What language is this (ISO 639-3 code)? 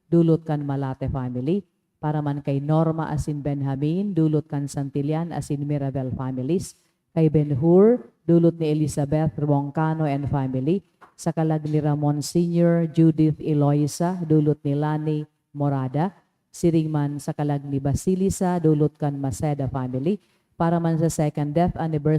bik